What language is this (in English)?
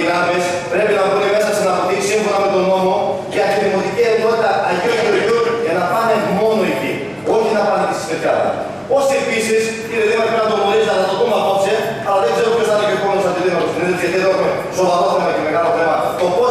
Greek